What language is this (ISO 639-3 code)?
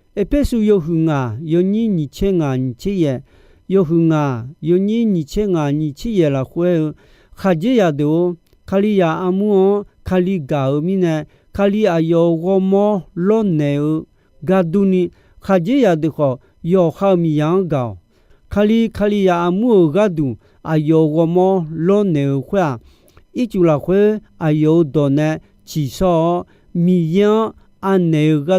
ahk